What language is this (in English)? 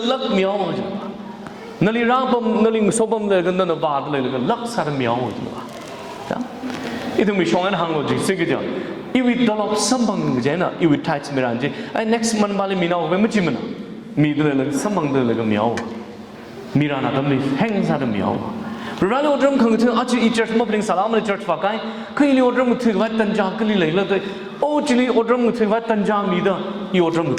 Tangkhul Naga (India)